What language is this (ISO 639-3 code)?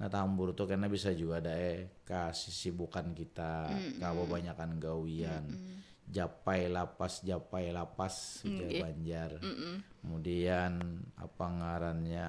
bjn